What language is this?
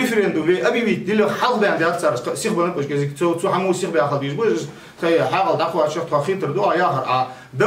Ingush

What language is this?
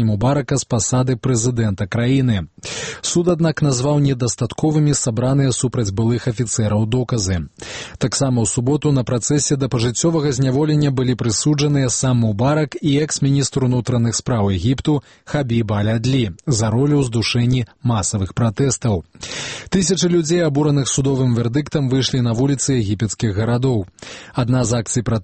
Belarusian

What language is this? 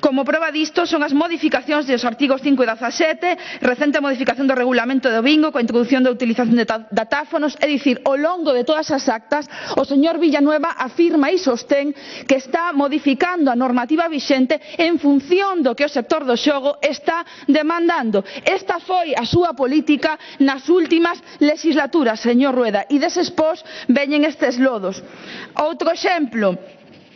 Galician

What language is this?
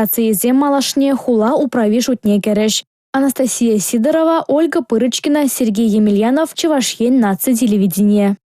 Chuvash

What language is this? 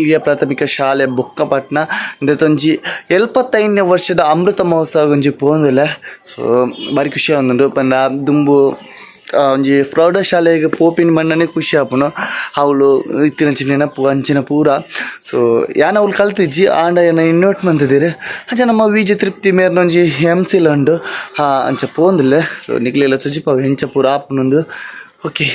Tulu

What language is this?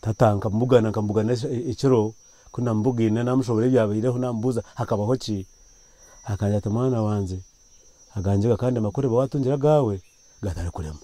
Nyankole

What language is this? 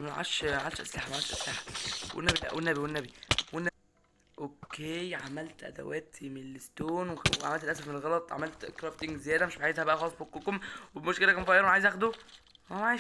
Egyptian Arabic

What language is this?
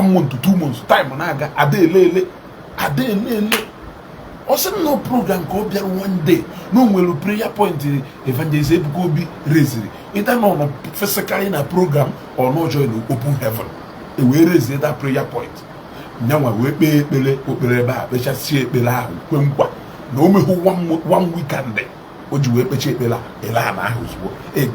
Igbo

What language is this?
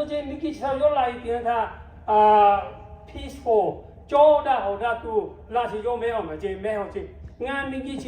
Lahu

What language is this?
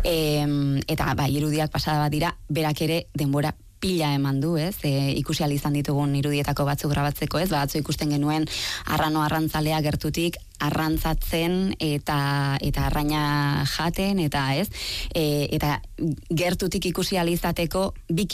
Basque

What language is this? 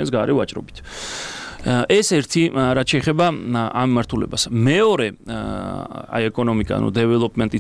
Georgian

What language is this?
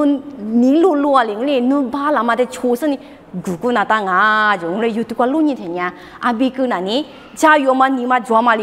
Lisu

